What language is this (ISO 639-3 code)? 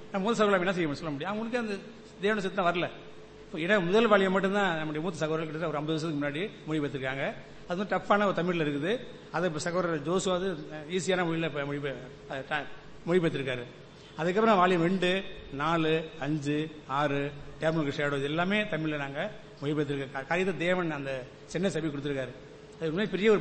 tam